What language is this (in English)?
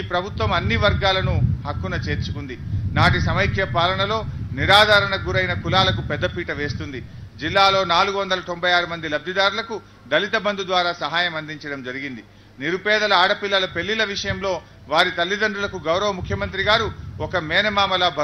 Telugu